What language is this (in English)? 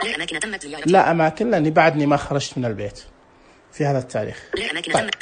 Najdi Arabic